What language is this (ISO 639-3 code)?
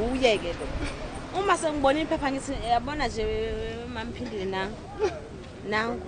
zul